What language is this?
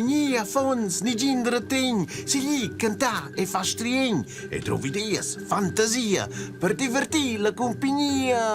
Romansh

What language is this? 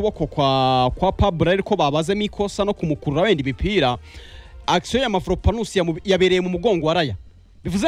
Kinyarwanda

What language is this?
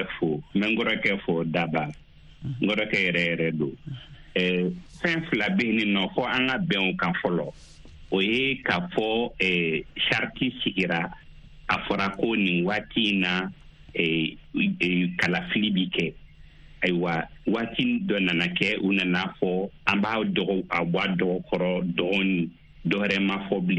Bambara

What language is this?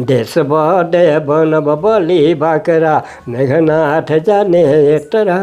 Sadri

